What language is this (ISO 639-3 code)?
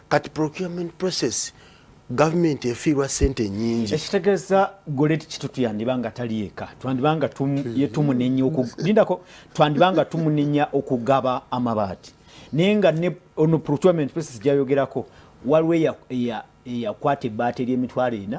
lug